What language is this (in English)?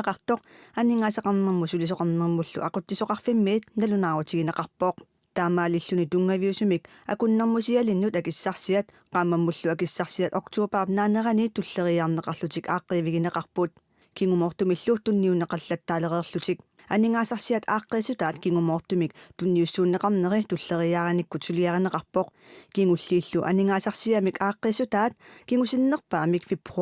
Kalaallisut